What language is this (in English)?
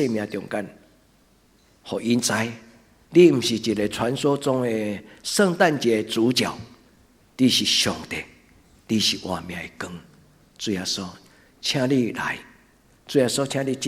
Min Nan Chinese